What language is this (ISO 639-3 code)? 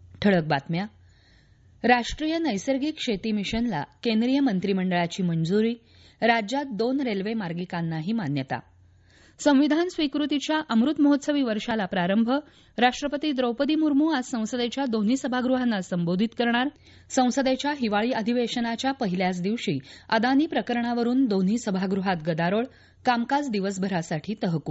mar